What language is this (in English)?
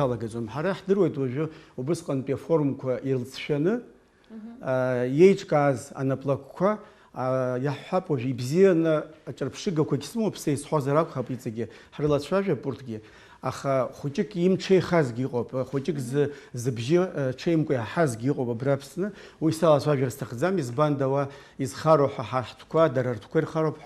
Abkhazian